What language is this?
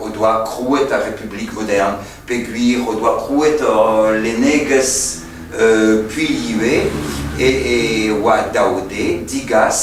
Breton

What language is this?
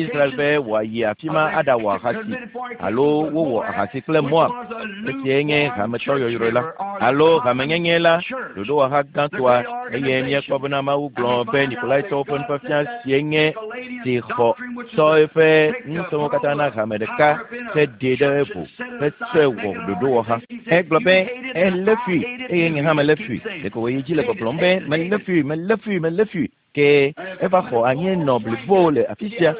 Ewe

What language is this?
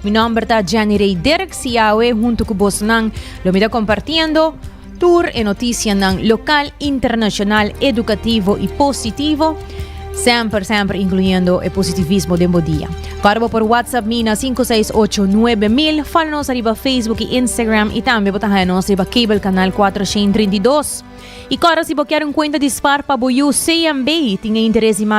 Papiamento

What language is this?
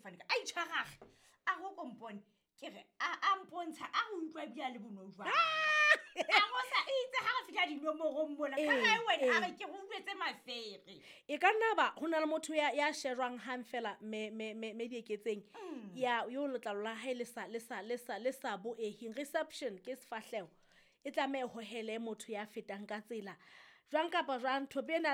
Southern Sotho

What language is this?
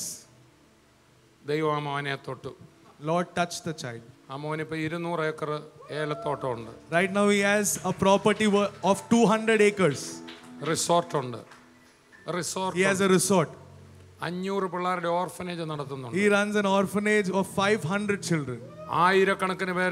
Malayalam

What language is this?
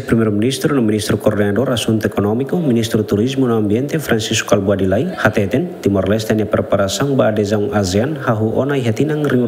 Tetum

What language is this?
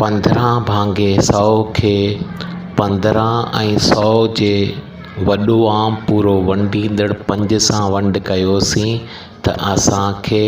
Sindhi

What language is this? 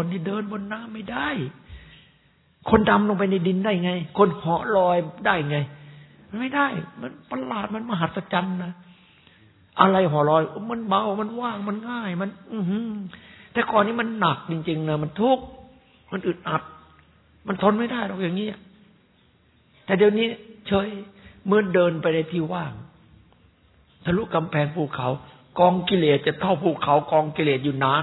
Thai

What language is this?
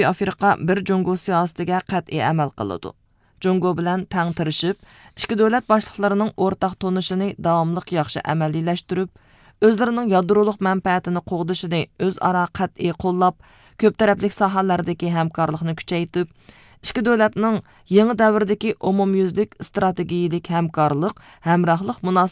Uyghur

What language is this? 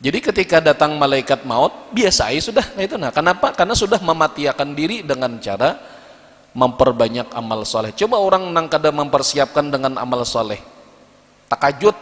Banjar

